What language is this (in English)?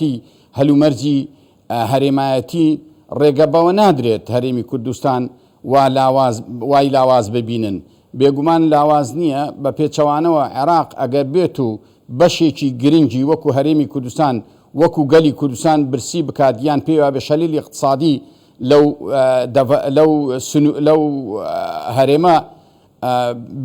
Central Kurdish